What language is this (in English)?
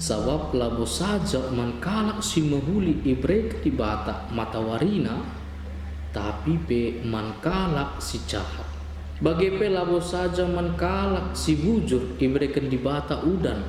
Batak Karo